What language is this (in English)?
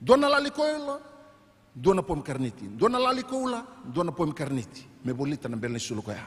Fijian